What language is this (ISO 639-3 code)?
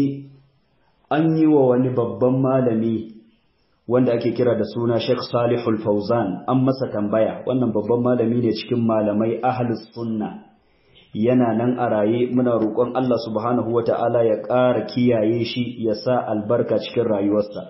hau